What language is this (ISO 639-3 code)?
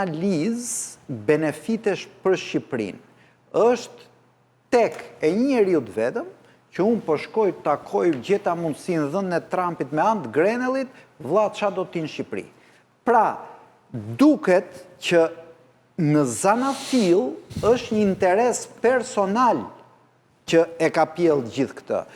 sqi